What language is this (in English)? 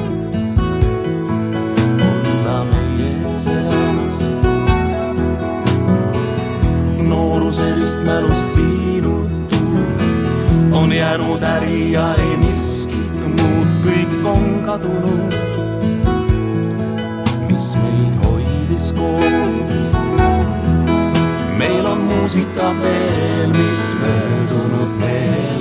Estonian